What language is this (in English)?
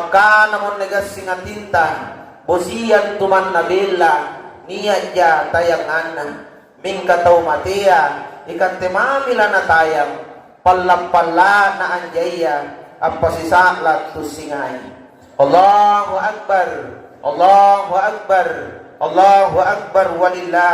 Makasar